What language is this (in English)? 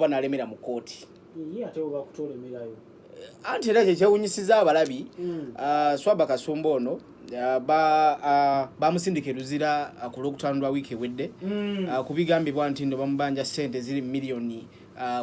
Ganda